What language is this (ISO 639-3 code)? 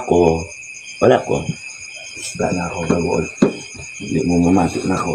ceb